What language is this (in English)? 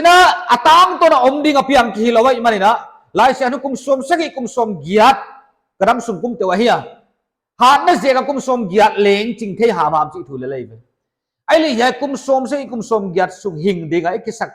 Paite Chin